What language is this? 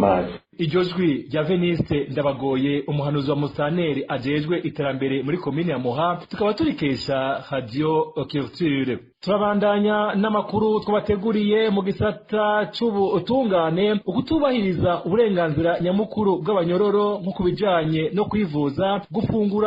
Rundi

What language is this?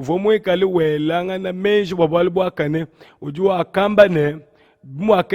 Luba-Lulua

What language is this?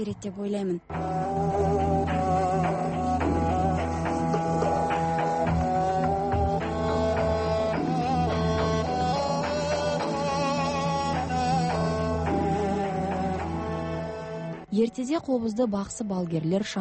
Kazakh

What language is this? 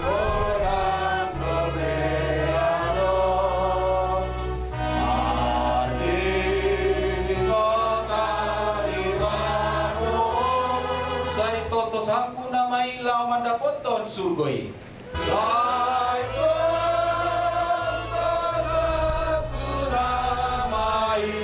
Batak Toba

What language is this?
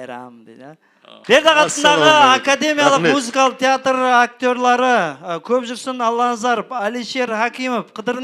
Kara-Kalpak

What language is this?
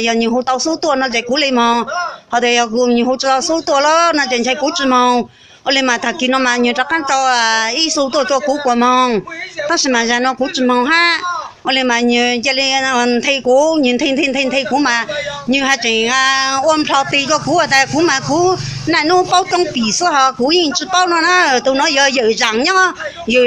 Hmong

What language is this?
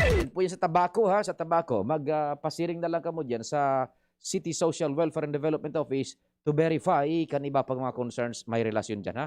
Bikol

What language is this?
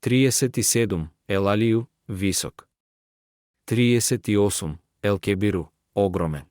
Macedonian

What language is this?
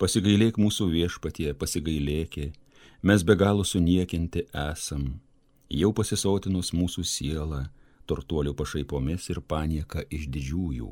Lithuanian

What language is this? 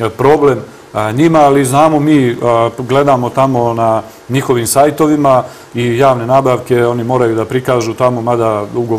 Serbian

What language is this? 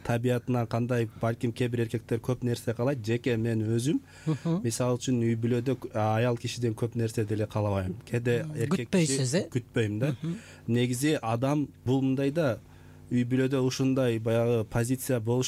Kyrgyz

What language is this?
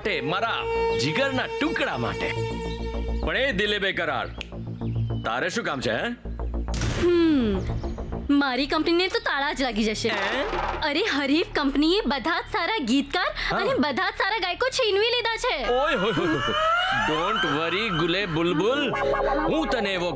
Gujarati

